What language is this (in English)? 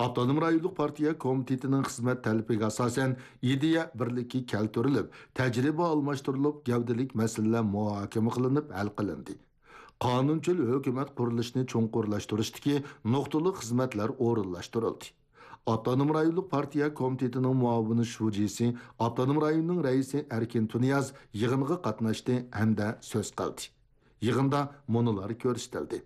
Uyghur